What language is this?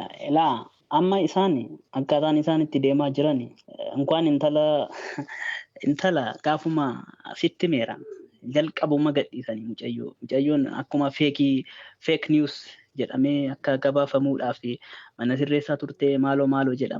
Oromo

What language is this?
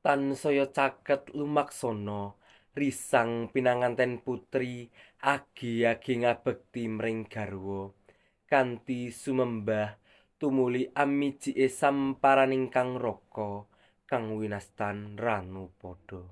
Javanese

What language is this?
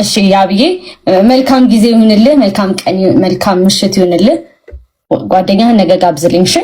Amharic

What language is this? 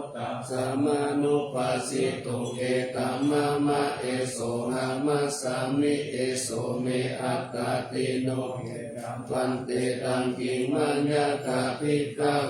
Pali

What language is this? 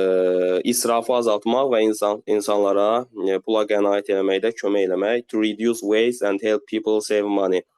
Azerbaijani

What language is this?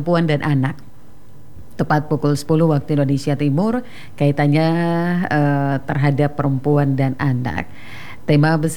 Indonesian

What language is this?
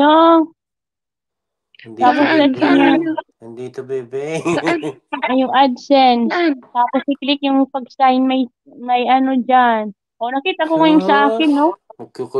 Filipino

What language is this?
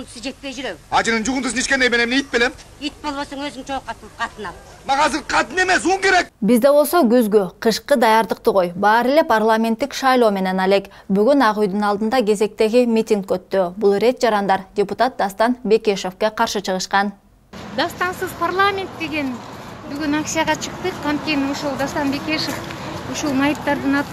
Kyrgyz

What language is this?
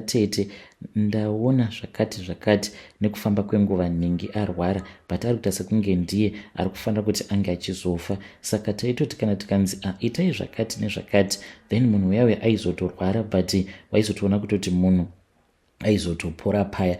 Shona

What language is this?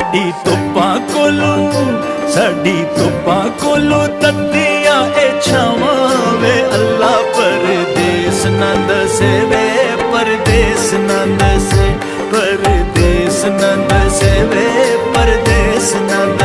Pahari-Potwari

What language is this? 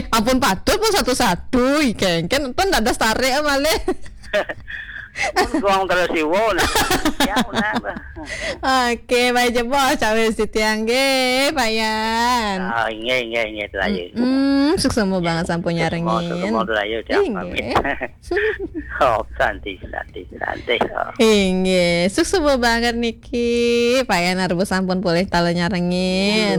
Balinese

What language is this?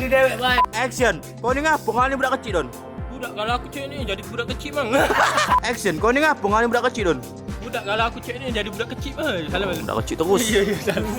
Musi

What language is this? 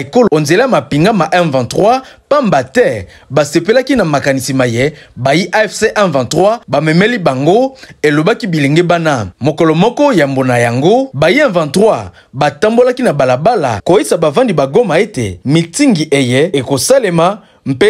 Lingala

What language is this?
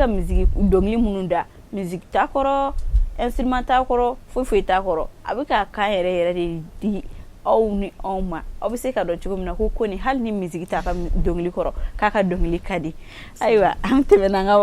Bambara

